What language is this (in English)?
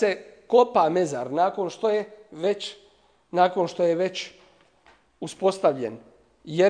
Bosnian